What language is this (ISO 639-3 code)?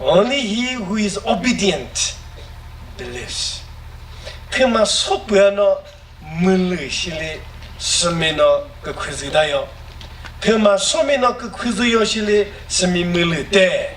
nri